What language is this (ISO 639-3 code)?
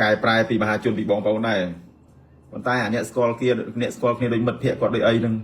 khm